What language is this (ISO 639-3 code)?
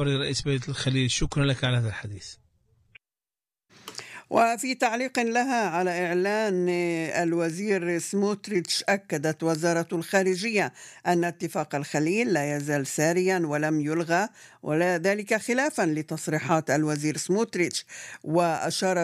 ara